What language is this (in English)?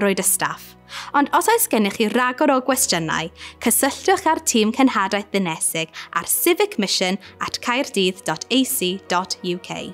Welsh